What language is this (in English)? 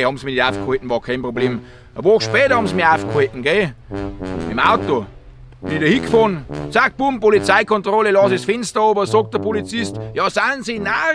Bavarian